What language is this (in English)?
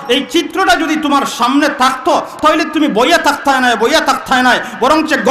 Sylheti